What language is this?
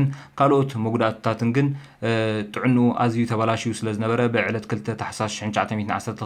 Tigrinya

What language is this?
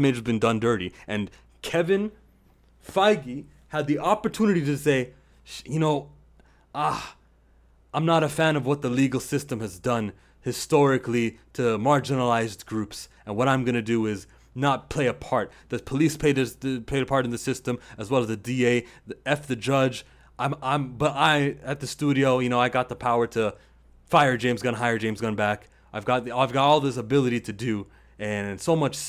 English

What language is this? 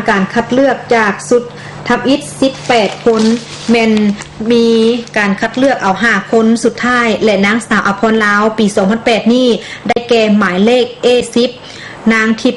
Lao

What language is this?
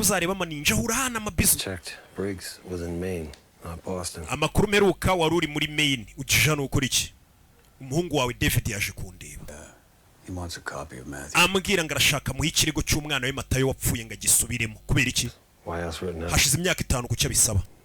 Kinyarwanda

